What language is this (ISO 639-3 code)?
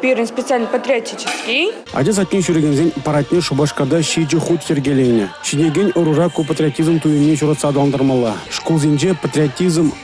chv